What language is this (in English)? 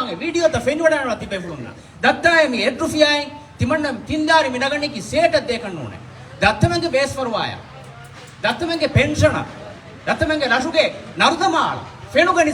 Divehi